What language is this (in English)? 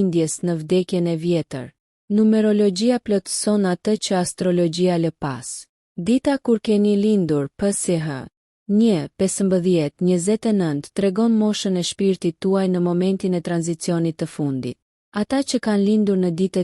Albanian